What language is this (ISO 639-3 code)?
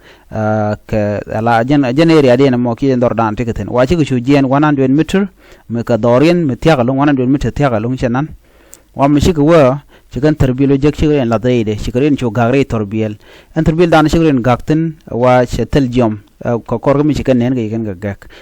nus